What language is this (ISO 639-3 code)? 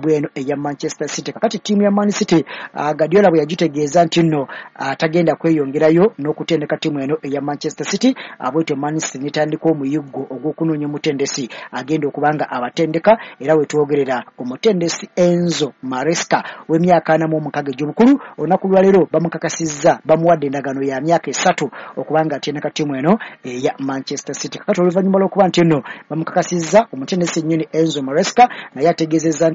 lug